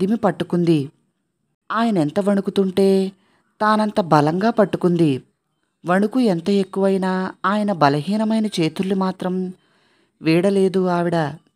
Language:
Telugu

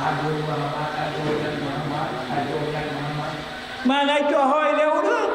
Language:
Achinese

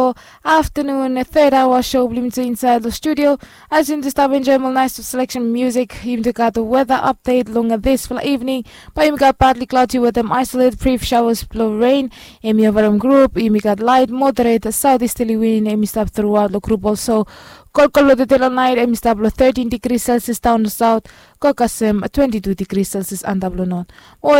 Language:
Bislama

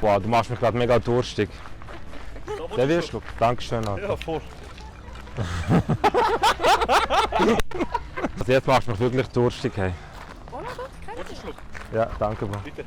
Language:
Swiss German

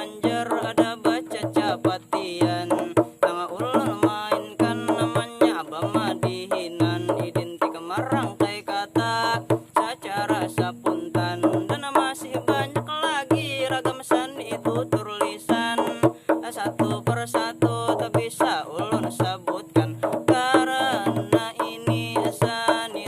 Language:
Banjar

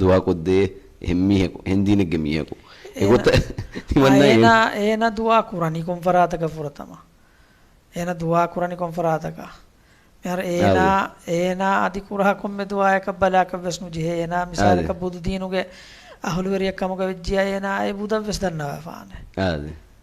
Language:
Divehi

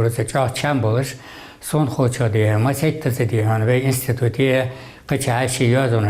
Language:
Ingush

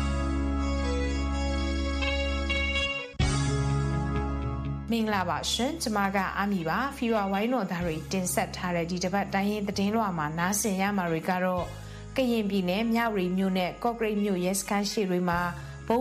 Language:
Burmese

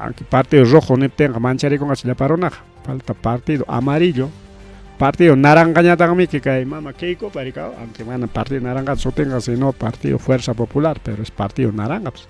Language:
Ayacucho Quechua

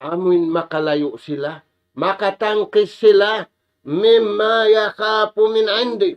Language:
Tausug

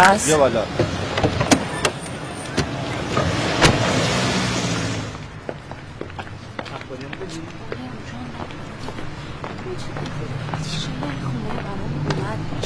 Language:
Persian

